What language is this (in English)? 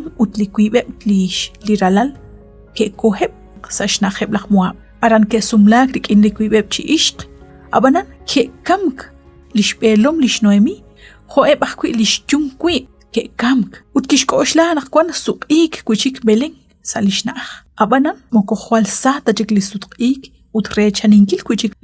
Kekchí